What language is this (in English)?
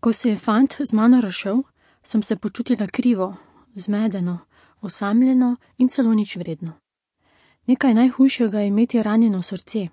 Slovenian